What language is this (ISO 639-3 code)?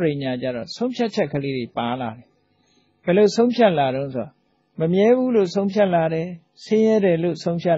mya